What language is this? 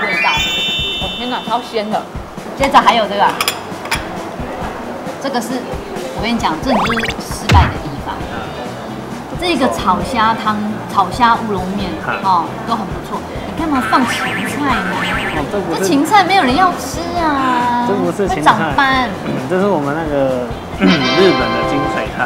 Chinese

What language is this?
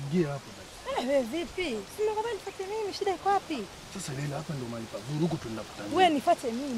Swahili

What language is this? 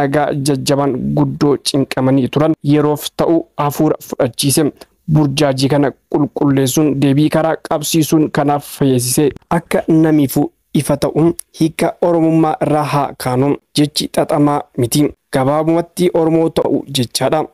Oromo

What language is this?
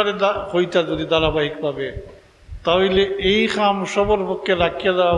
Sylheti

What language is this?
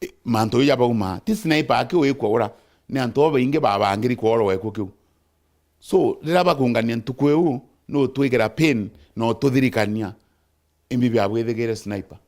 Meru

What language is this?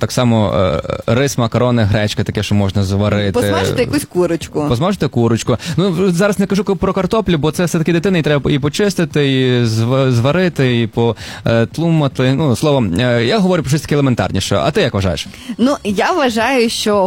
Ukrainian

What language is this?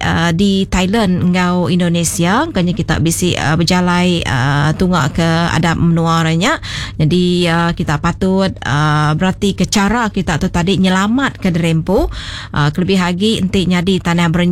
Iban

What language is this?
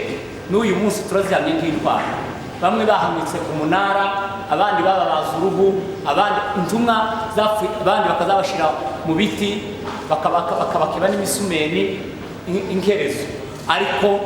Kinyarwanda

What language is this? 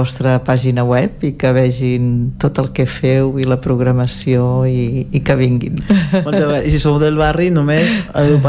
Catalan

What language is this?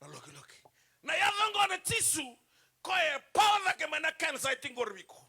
Fijian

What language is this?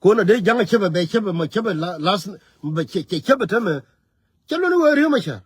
Nuer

